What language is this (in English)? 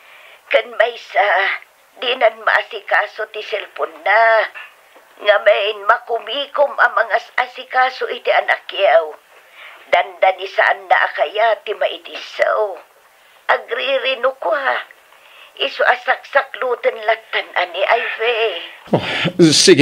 Iloko